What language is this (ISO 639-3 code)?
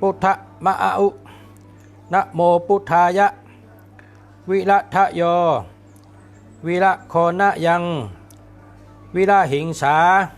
shn